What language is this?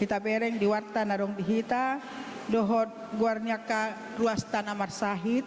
Batak Toba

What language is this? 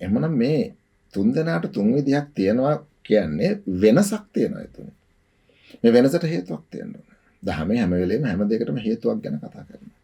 Sinhala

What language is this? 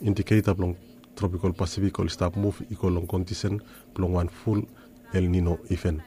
Bislama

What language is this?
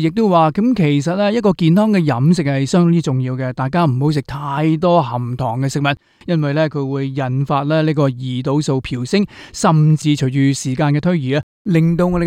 Cantonese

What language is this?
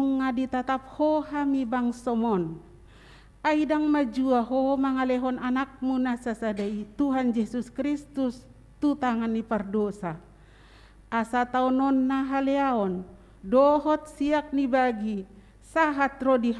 Batak Toba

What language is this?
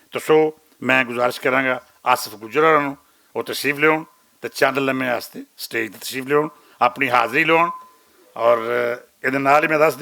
Western Panjabi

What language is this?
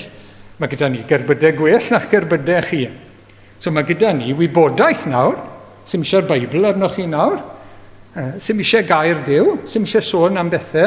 Welsh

